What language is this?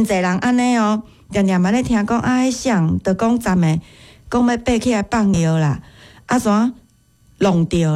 Min Nan Chinese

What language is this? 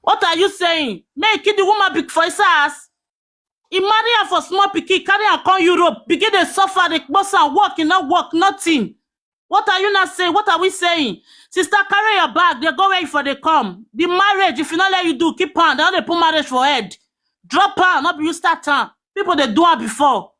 Nigerian Pidgin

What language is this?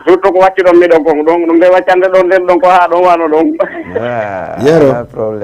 Fula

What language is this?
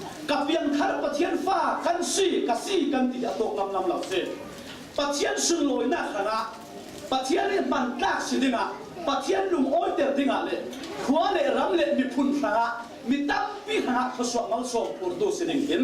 Falam Chin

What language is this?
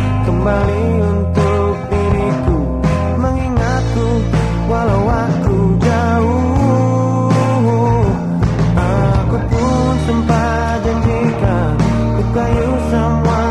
Indonesian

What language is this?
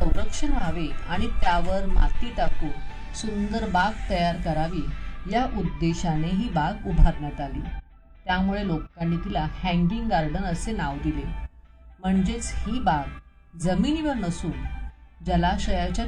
Marathi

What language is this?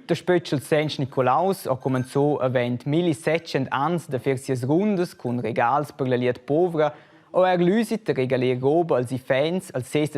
Romansh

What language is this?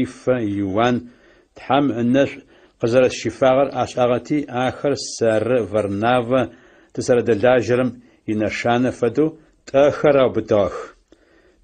Adyghe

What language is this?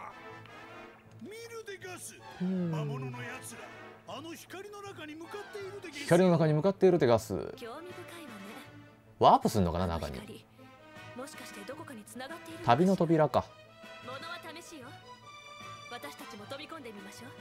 Japanese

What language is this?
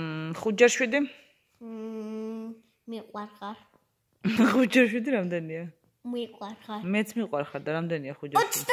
Georgian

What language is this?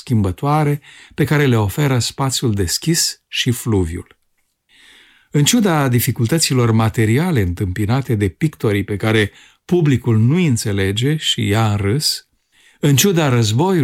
Romanian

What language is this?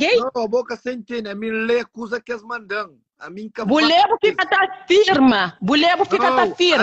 Kabuverdianu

